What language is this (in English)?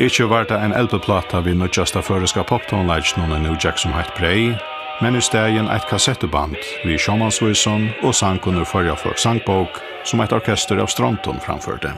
Faroese